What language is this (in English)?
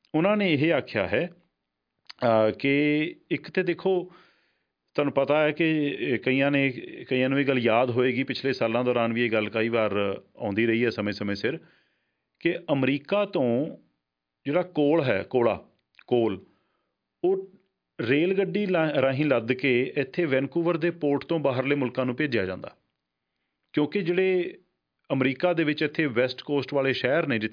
Punjabi